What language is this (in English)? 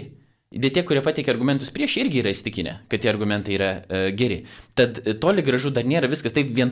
Lithuanian